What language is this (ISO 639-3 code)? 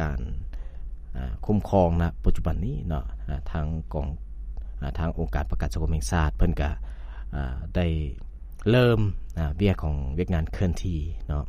lao